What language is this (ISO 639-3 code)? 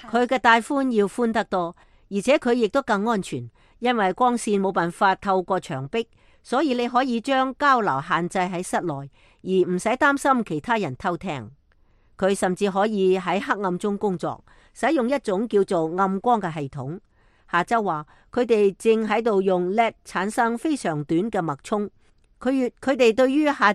yue